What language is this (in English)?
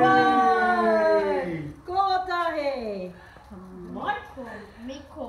Māori